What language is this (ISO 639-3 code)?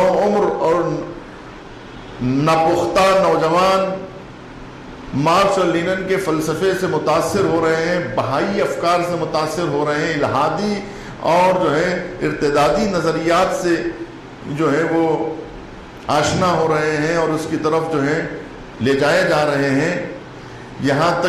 urd